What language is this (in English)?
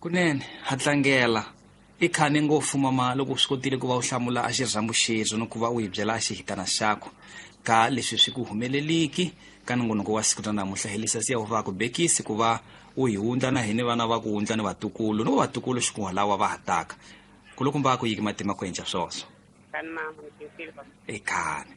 Tsonga